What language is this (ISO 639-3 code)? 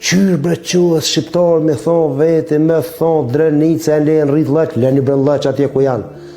sqi